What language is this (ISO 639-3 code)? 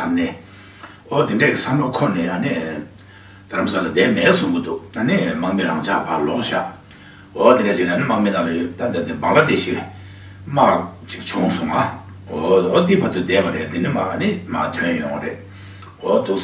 bod